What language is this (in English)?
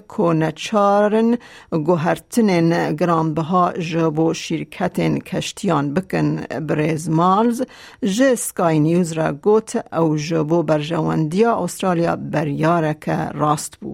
Kurdish